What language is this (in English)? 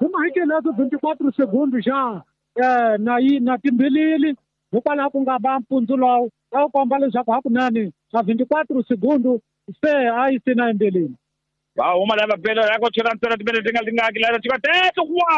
Tsonga